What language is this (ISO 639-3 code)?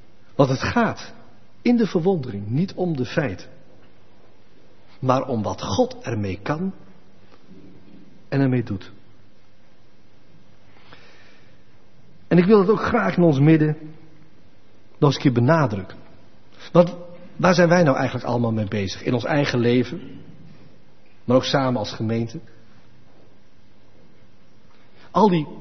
nld